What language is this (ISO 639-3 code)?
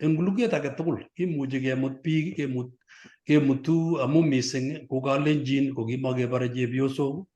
kln